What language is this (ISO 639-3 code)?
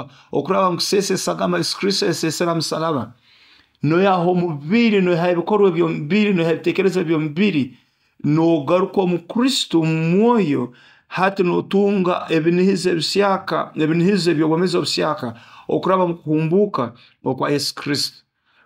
nyo